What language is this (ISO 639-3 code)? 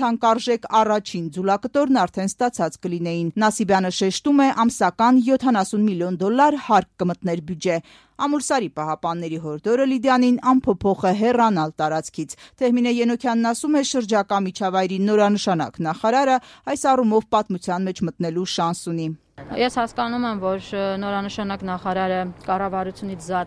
hye